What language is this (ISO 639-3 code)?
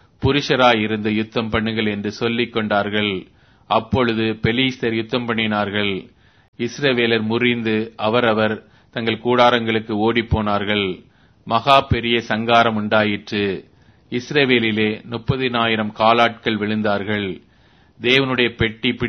tam